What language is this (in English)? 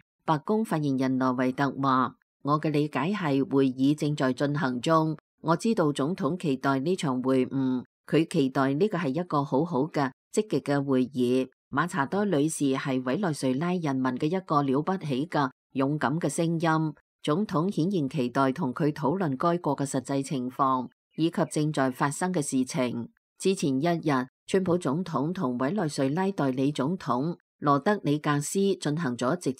Cantonese